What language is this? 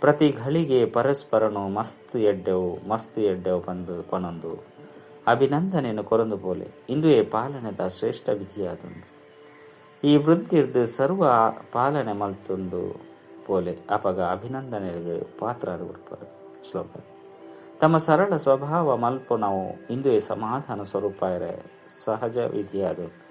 Tulu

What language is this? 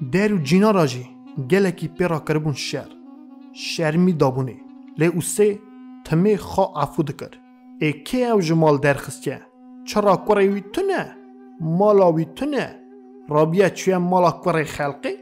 Kurdish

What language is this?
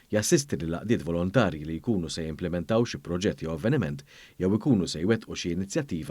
Maltese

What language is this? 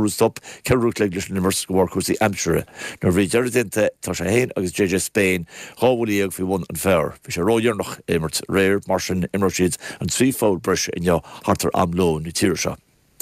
Irish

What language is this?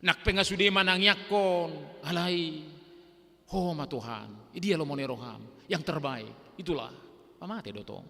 Batak Toba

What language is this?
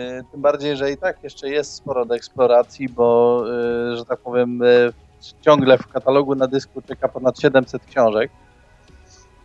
Polish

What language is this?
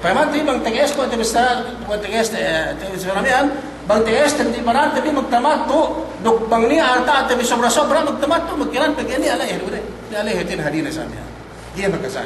Yakan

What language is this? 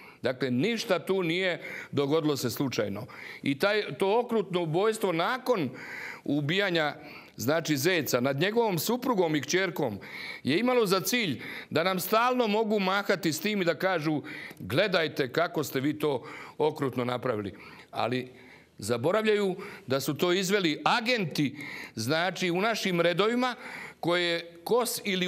Croatian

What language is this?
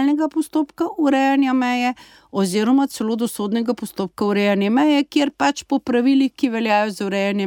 Slovenian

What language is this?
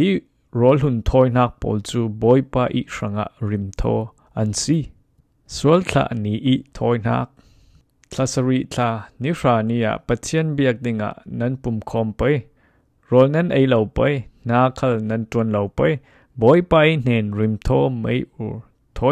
Falam Chin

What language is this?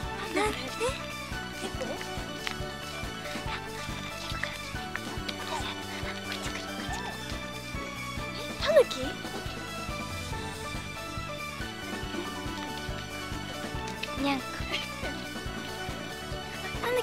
Japanese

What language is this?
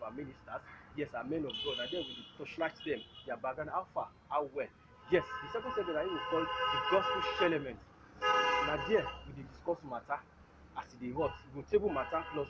Nigerian Pidgin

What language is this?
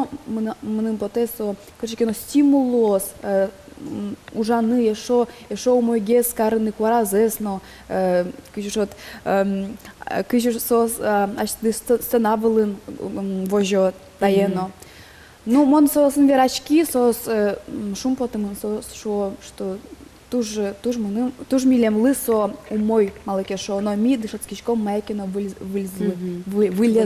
Udmurt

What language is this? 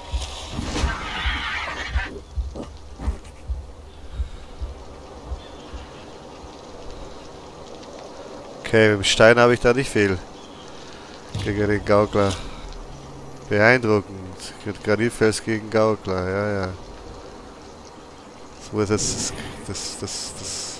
German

